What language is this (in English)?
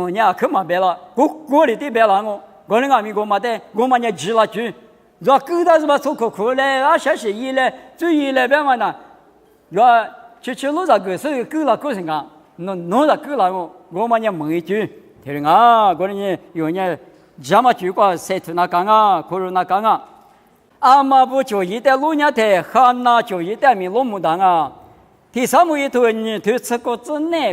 Lisu